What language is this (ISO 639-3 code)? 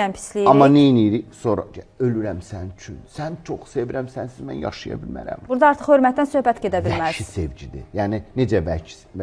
aze